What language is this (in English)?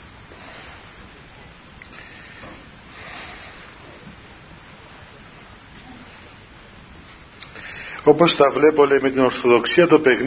Greek